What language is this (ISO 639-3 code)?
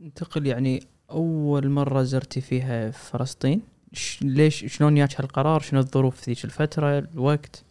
afb